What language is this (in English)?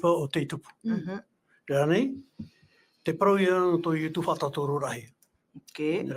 Tahitian